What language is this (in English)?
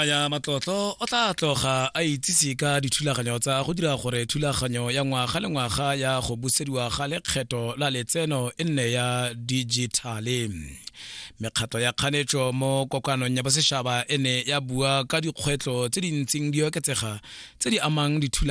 Tswana